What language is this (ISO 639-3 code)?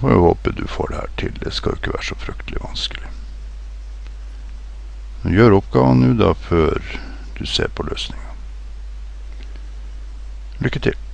nor